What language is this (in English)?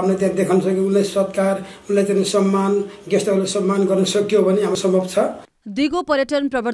Nepali